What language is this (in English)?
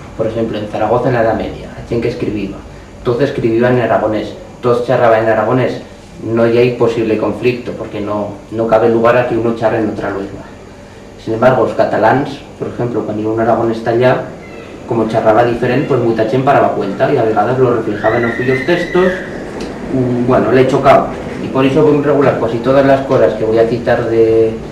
Aragonese